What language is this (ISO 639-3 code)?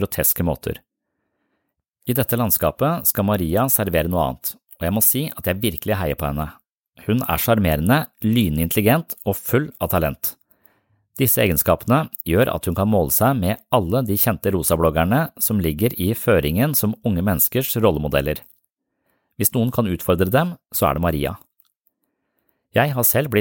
nor